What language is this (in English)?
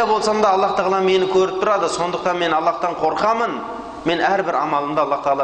Kazakh